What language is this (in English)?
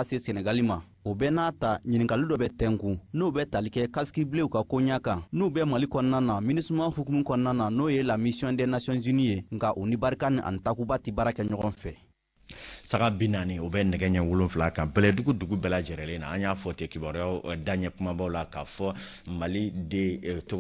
Bambara